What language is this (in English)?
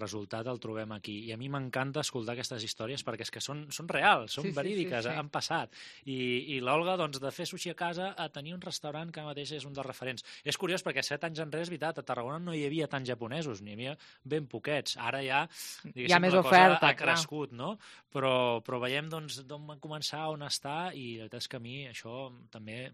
Catalan